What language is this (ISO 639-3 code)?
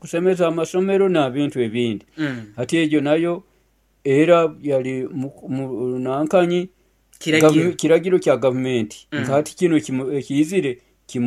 nyo